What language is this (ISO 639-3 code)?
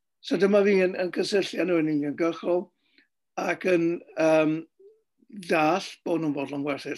cym